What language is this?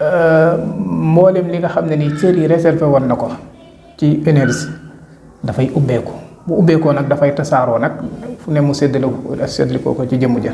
Wolof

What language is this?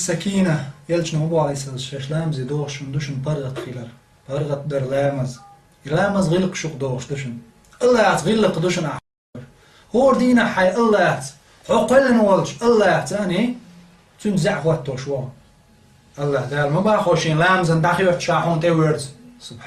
Chechen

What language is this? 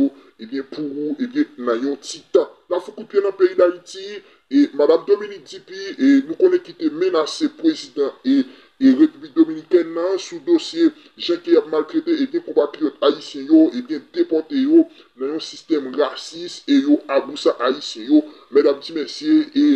Haitian Creole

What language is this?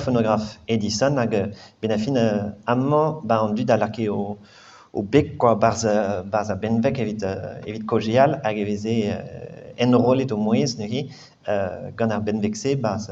Breton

